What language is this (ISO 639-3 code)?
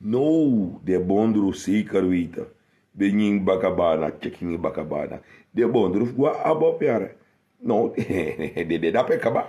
srn